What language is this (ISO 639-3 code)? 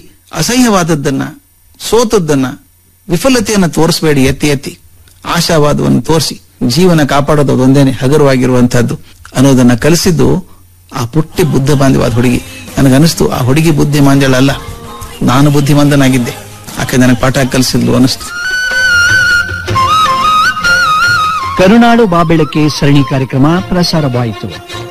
kan